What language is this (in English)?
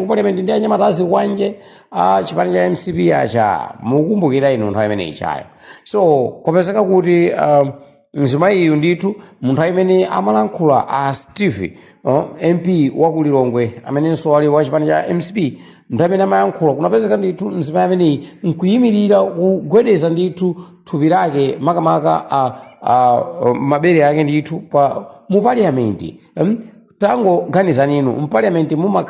Nyanja